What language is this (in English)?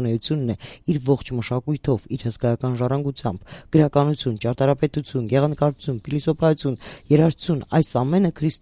Armenian